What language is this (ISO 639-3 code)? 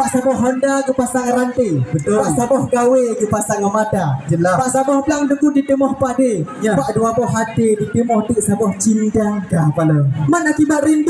ace